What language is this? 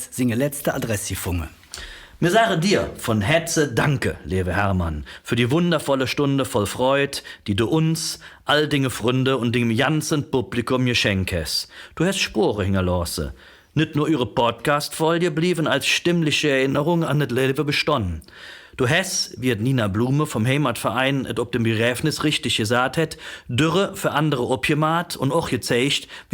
Colognian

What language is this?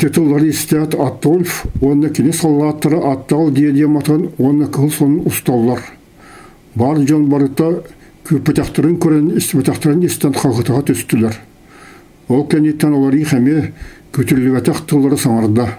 Yakut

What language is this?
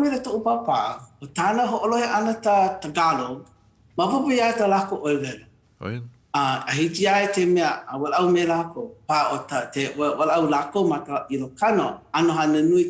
Hawaiian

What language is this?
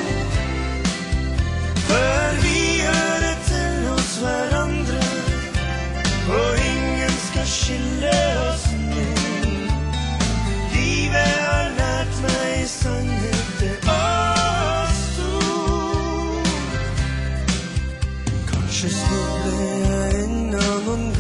Norwegian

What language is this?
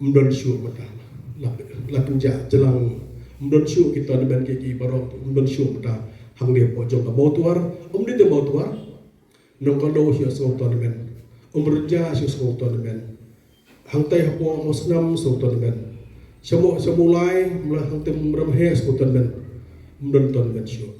Khasi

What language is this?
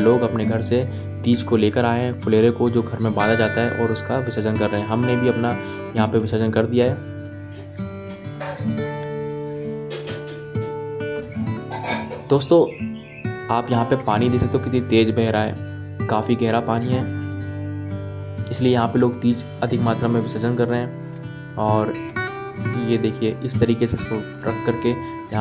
Hindi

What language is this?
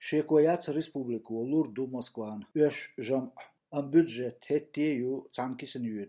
Chechen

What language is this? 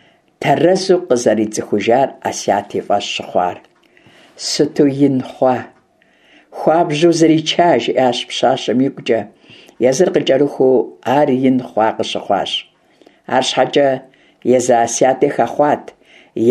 Kabardian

